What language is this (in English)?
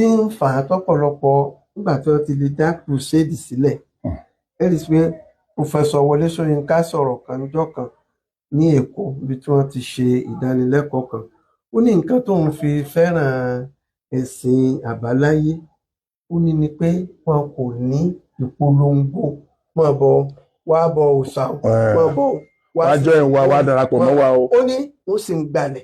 Yoruba